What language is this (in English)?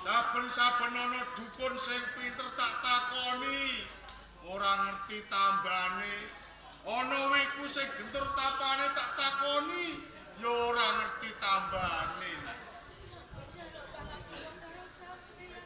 Javanese